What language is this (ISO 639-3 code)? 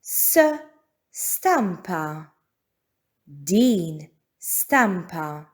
mlt